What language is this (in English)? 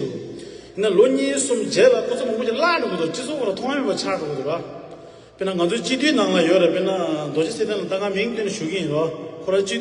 Tibetan